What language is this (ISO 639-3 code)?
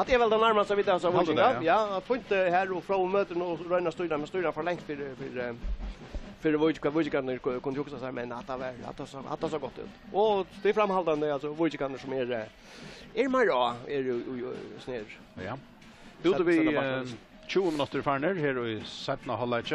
fao